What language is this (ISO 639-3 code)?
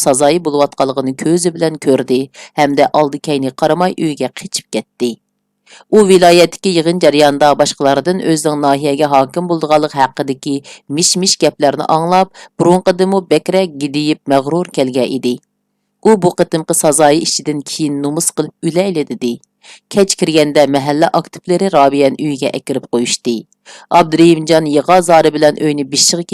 uig